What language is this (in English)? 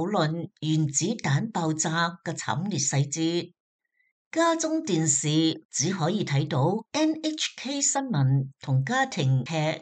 Cantonese